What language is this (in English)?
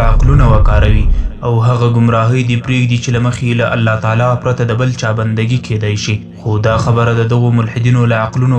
Pashto